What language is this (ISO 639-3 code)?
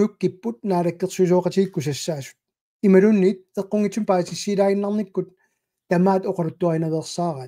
kal